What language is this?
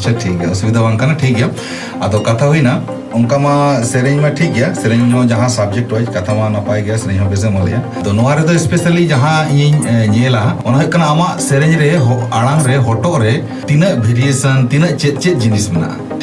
Santali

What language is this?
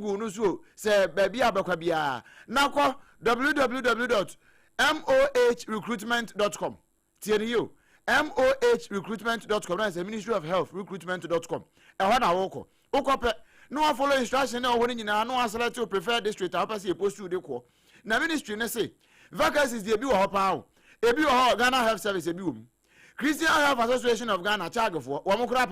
Akan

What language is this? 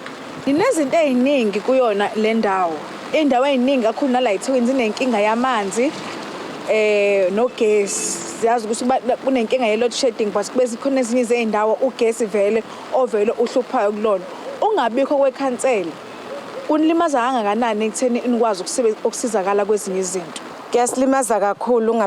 Zulu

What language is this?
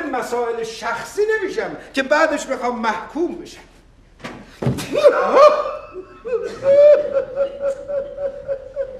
Persian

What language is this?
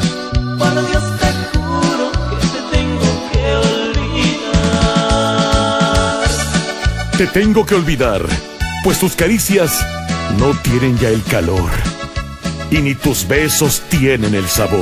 Spanish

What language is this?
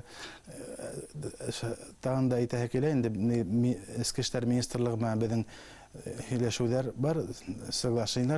Bashkir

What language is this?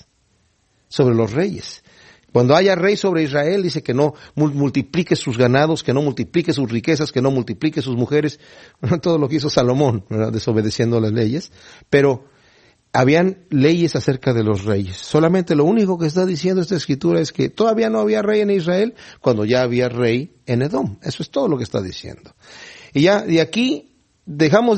Spanish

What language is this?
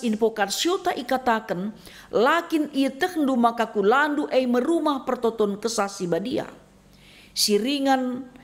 Batak Karo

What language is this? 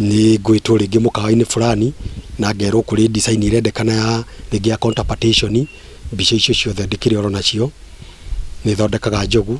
Kikuyu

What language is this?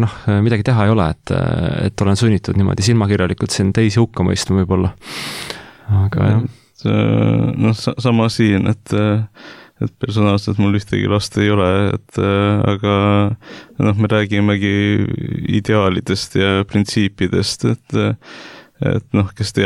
Estonian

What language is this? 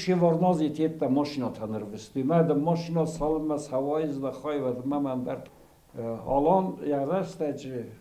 Ossetic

